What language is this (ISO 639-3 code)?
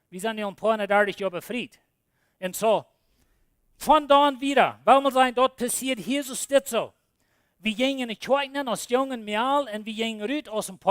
pdt